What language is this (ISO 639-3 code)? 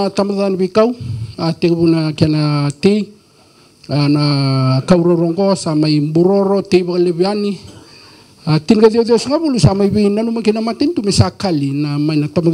fij